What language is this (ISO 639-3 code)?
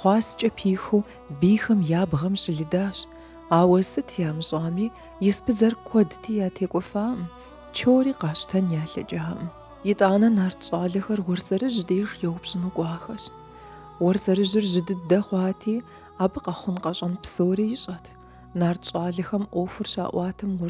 kbd